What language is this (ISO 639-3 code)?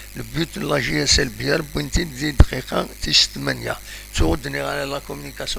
kab